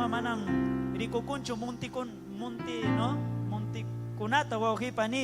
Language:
Ayacucho Quechua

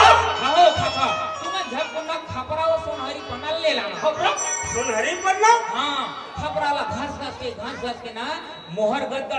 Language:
Chhattisgarhi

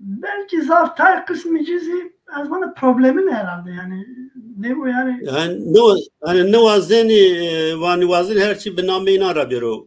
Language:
Zaza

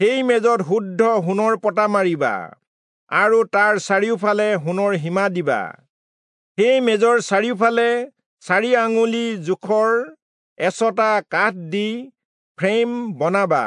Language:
Assamese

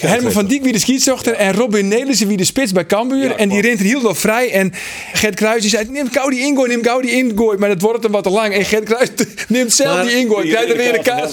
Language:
Western Frisian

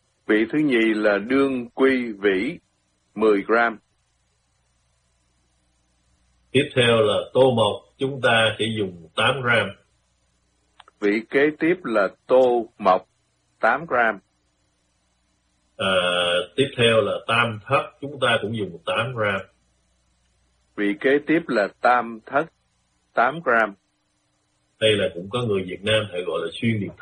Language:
Vietnamese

